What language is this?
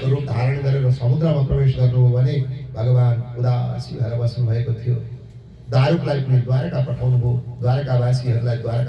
Nepali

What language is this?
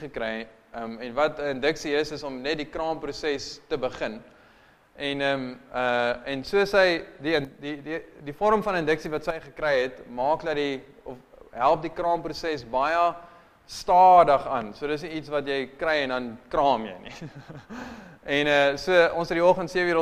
Afrikaans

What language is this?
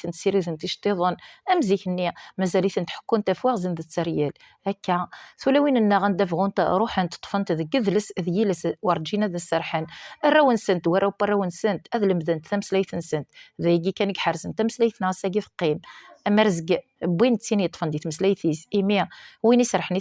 Kabyle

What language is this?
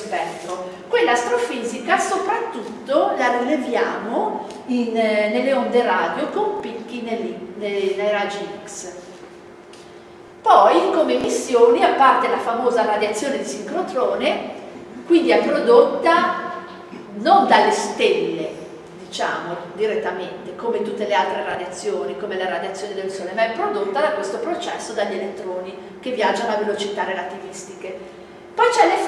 Italian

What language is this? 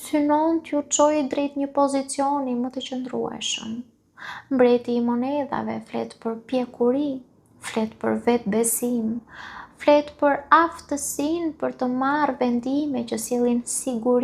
Albanian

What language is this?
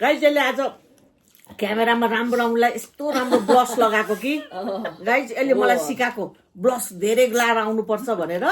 Nepali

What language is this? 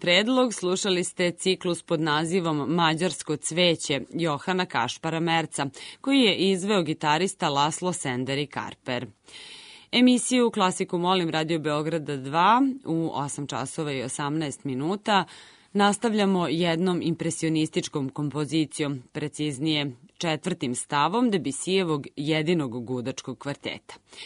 Serbian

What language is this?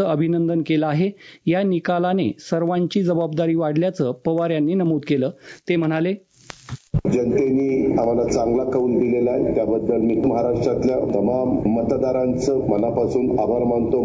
Marathi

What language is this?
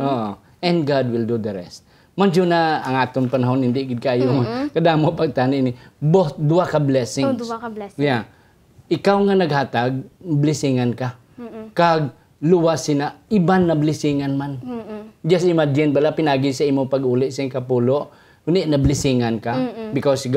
Hiligaynon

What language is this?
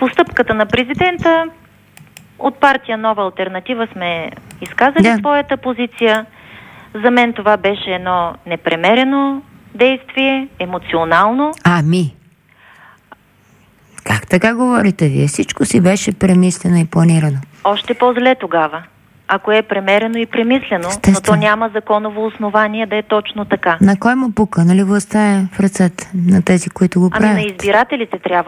Bulgarian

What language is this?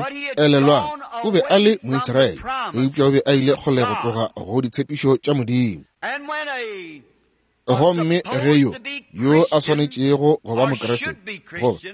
Northern Sotho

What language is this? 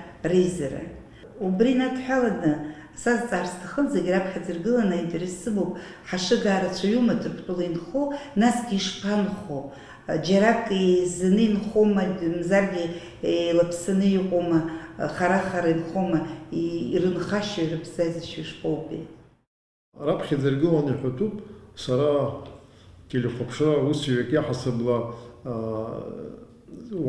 Abkhazian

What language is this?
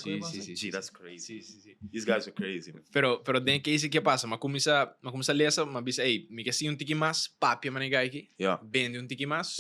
Papiamento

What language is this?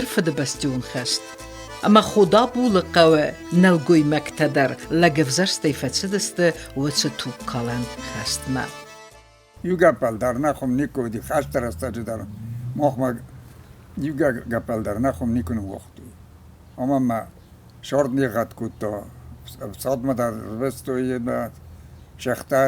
Ossetic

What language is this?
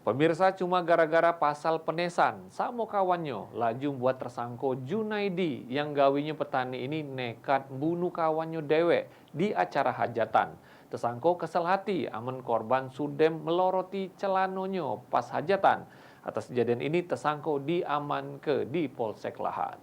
Musi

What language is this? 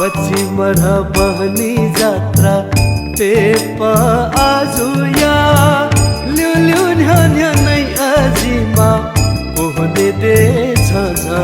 Newari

